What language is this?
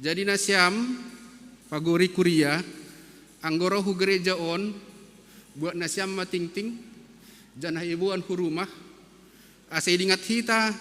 Batak Simalungun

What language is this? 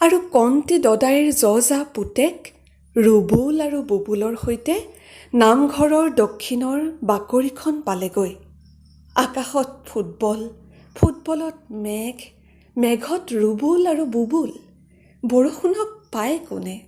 Assamese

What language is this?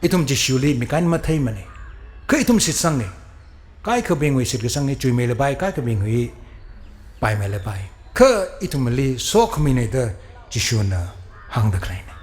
Tangkhul Naga (India)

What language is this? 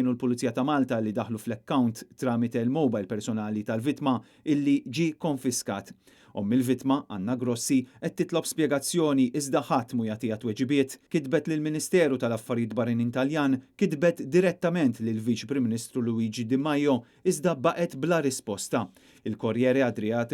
Maltese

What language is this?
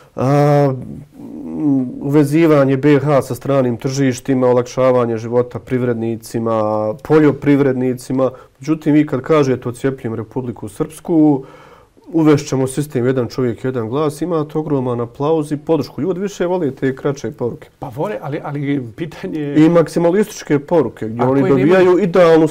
Bosnian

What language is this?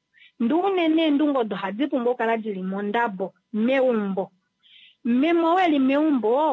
Kuanyama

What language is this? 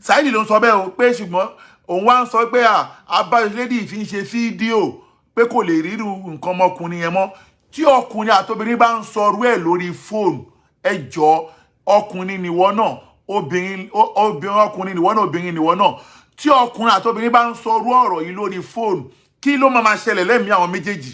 Yoruba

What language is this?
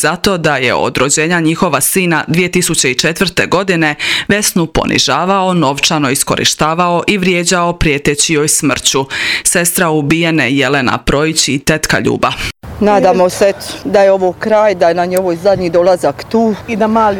Croatian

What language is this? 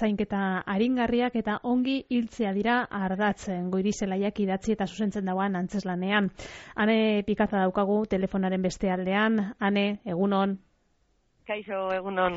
Basque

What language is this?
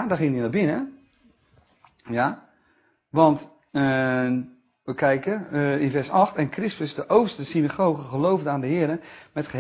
Dutch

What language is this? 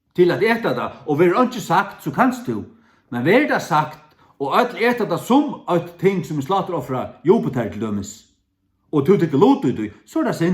Faroese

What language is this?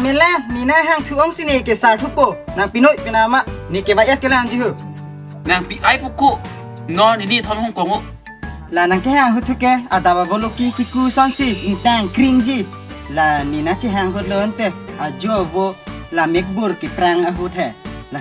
Karbi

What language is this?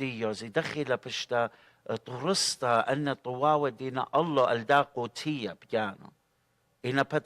Assyrian Neo-Aramaic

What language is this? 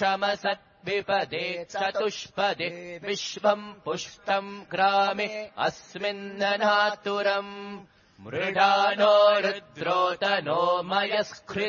Sanskrit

